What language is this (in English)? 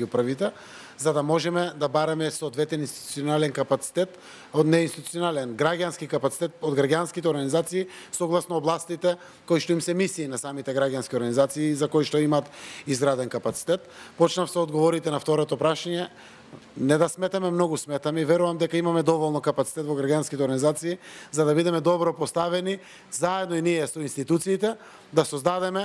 Macedonian